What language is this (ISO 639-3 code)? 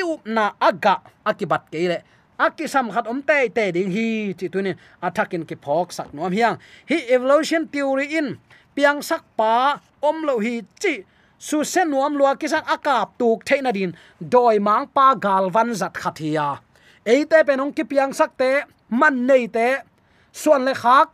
ctd